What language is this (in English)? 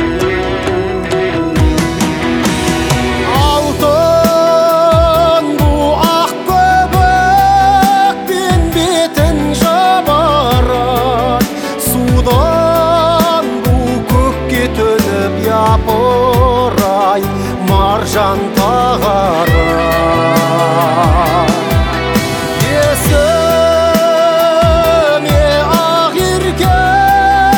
Kazakh